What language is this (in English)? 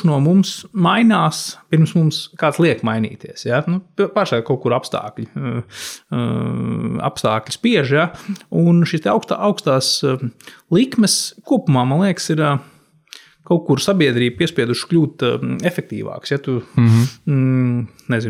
Latvian